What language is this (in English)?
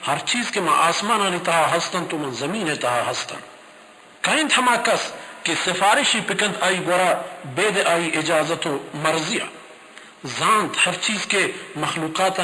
Baluchi